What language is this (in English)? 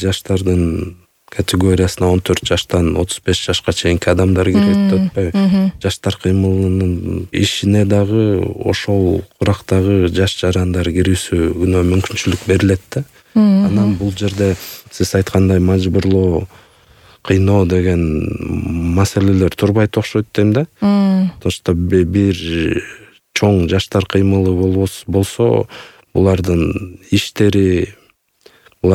Kyrgyz